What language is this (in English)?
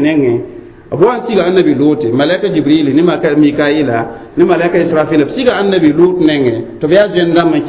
Mossi